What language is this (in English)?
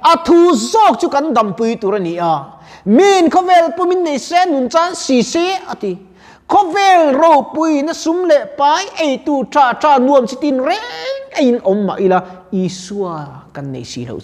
Mizo